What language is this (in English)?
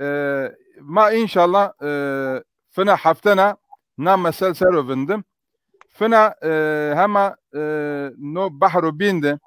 Zaza